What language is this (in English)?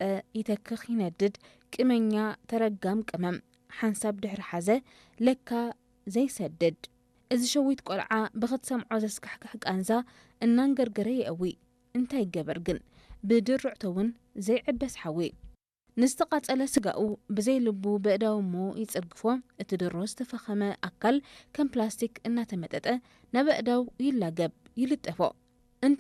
Tigrinya